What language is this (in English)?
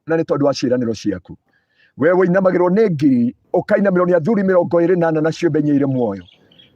Kikuyu